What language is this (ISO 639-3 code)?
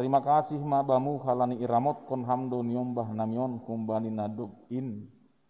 bts